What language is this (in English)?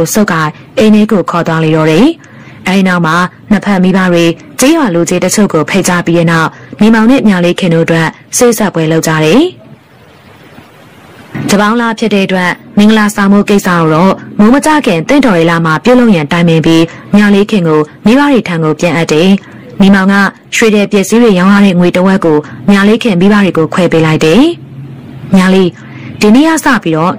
Burmese